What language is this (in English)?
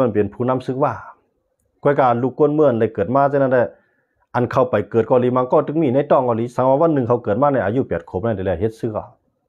Shan